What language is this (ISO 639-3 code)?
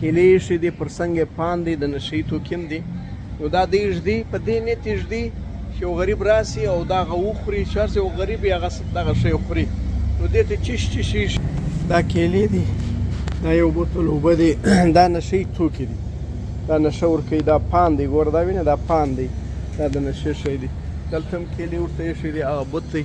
pus